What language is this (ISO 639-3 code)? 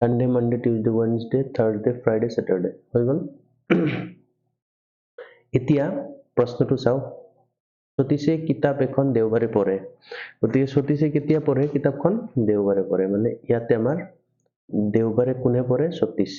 asm